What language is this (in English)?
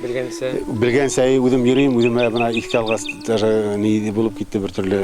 Bashkir